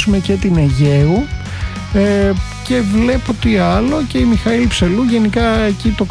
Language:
Greek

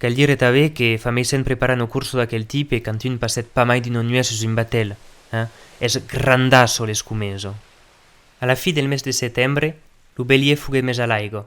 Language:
Occitan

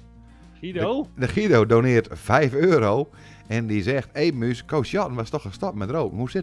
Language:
Dutch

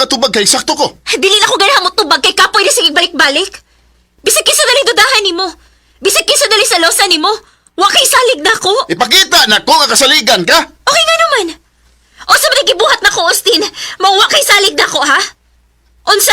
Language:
Cebuano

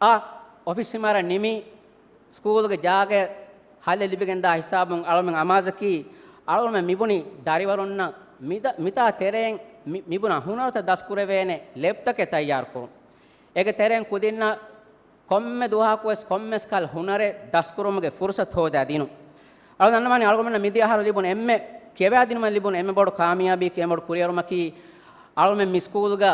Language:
Divehi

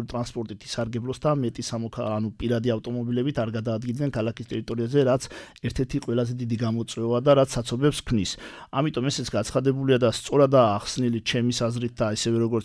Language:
Georgian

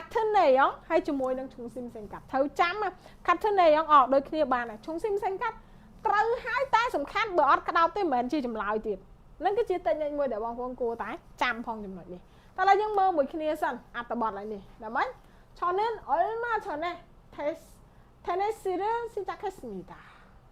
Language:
Khmer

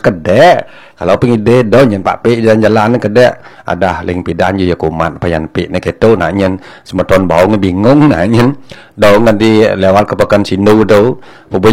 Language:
Balinese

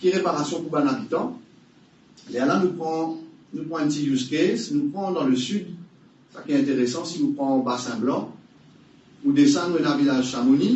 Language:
Morisyen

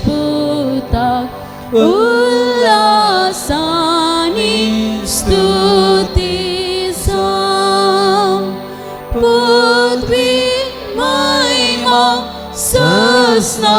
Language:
Konkani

